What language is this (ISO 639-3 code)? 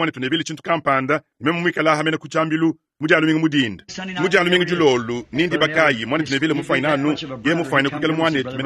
lua